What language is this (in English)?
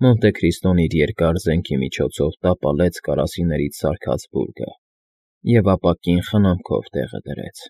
Armenian